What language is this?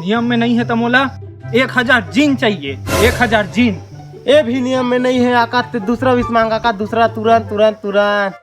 Chhattisgarhi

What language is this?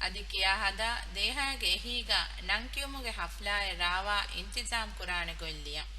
Divehi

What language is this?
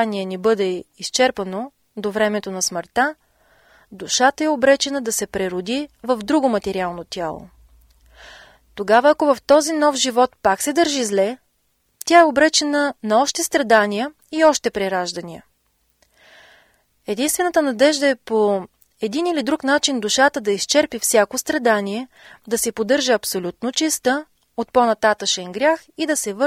Bulgarian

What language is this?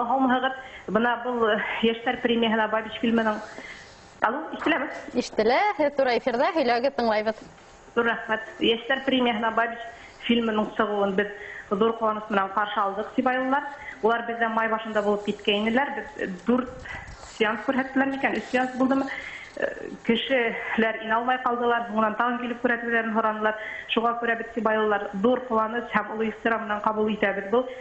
Bashkir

